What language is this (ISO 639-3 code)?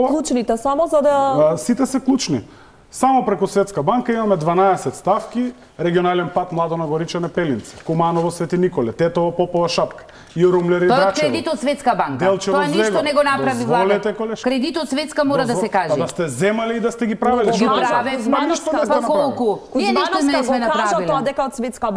mkd